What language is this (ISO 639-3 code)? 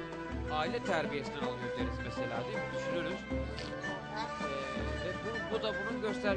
tur